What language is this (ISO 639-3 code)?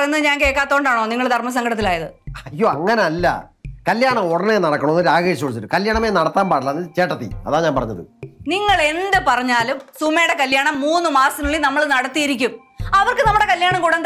mal